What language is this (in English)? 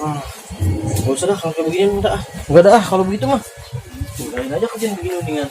Betawi